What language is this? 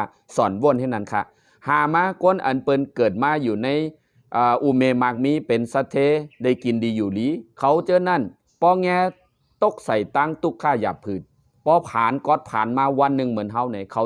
Shan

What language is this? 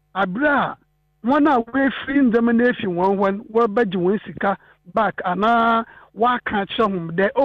Akan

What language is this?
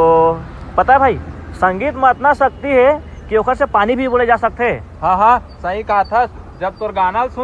Chhattisgarhi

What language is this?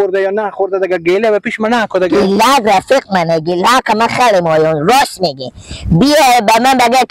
Persian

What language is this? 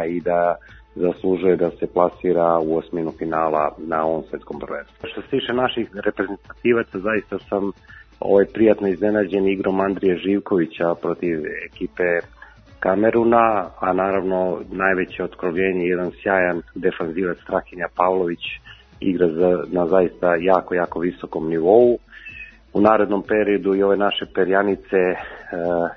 Serbian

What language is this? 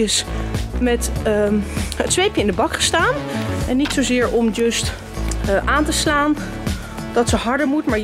Dutch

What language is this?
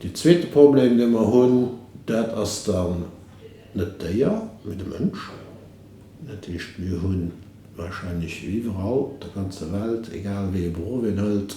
Luxembourgish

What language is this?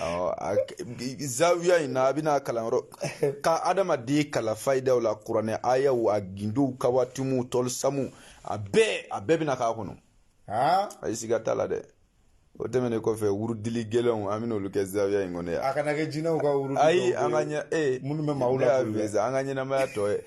Bambara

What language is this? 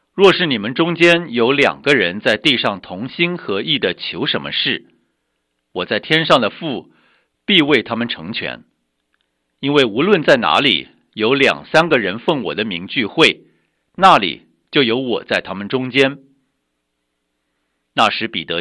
Chinese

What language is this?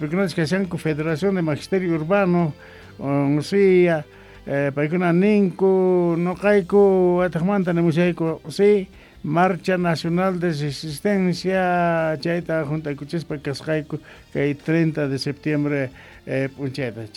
South Bolivian Quechua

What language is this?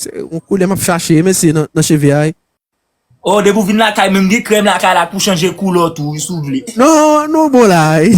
Haitian Creole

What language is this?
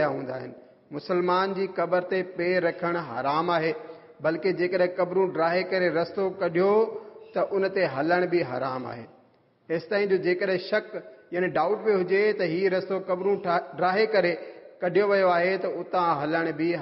Sindhi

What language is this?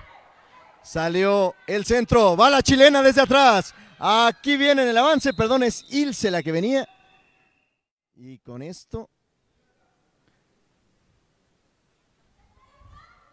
Spanish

